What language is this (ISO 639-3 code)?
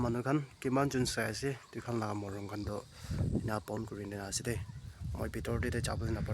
nag